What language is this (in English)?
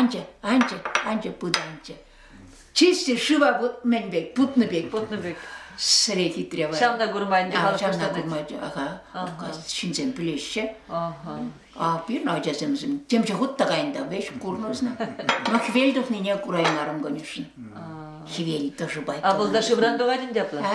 Chuvash